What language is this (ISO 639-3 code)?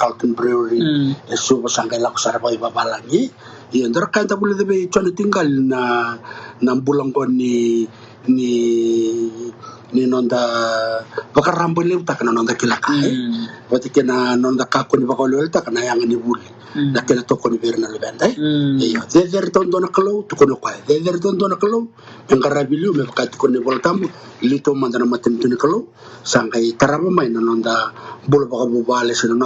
fij